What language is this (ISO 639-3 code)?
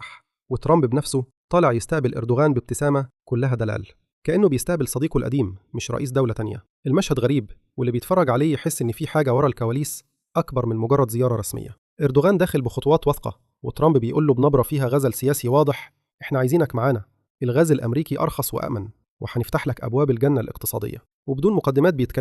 arz